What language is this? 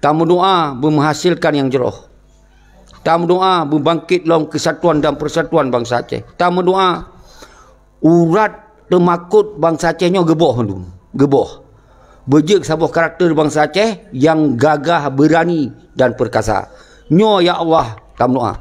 Achinese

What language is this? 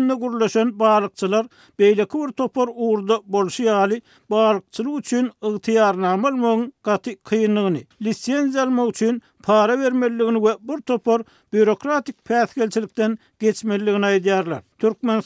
Turkmen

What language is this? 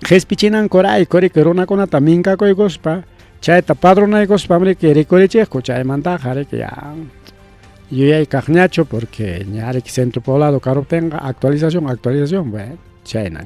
Ayacucho Quechua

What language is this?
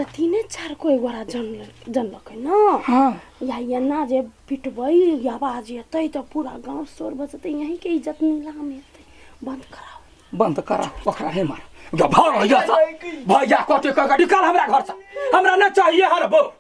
Maithili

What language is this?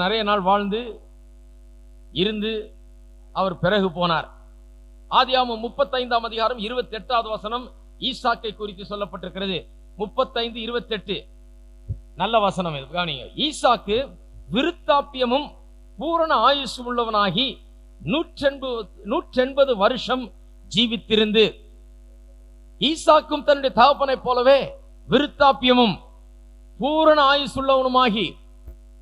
Tamil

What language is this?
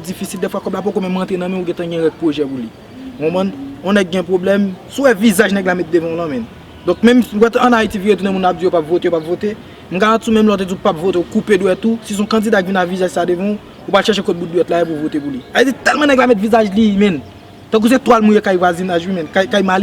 Haitian Creole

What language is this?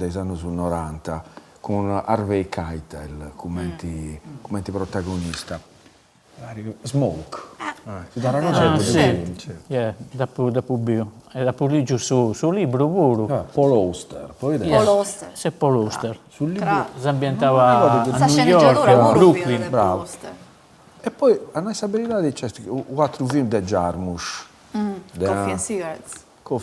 Sardinian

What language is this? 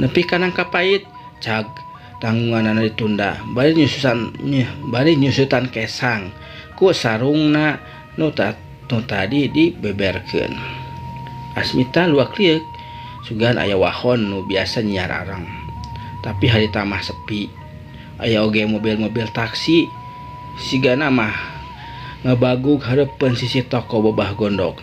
Sundanese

